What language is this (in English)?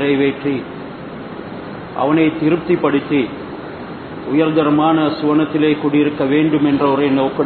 Tamil